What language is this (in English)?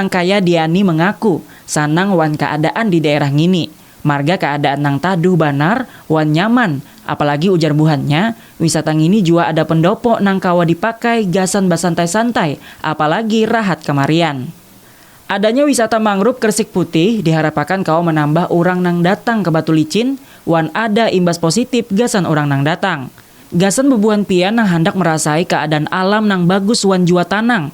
Banjar